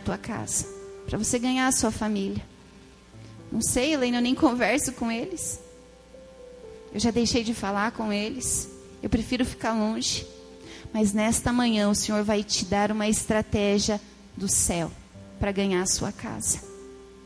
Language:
Portuguese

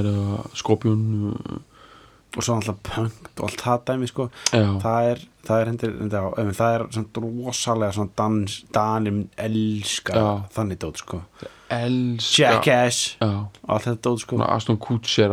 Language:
Icelandic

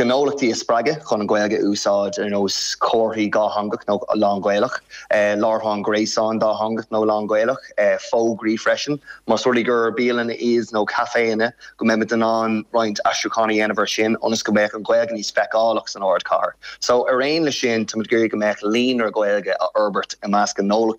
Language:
Irish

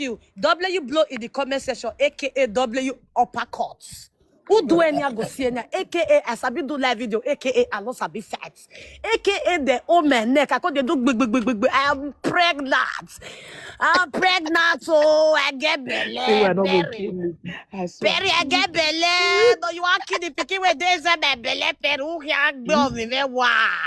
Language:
Nigerian Pidgin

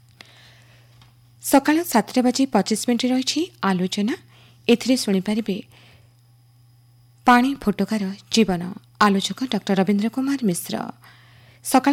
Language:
Odia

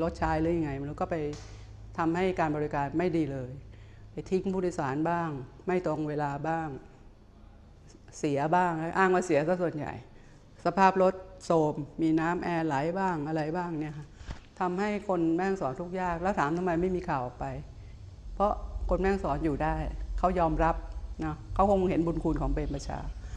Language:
Thai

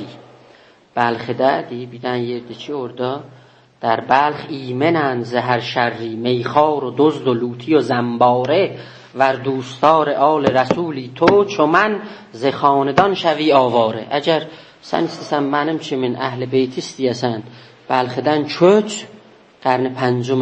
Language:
South Azerbaijani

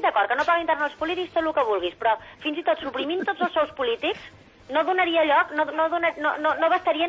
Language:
Catalan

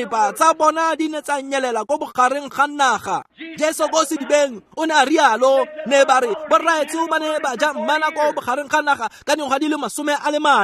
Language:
Tswana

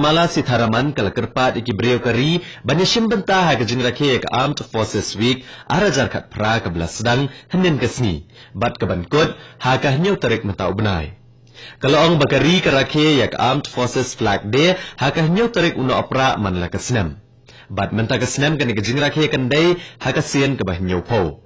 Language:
Khasi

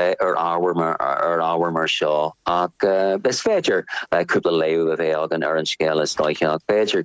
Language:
Irish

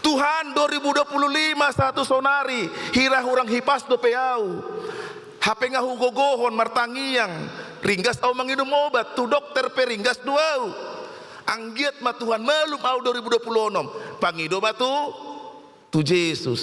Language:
Batak Toba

